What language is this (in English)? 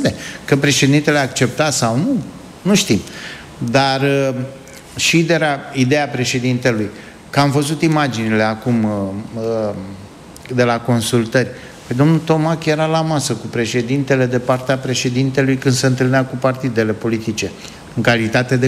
Romanian